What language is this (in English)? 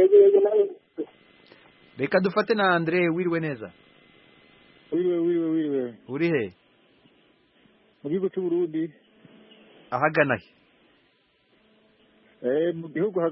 Kinyarwanda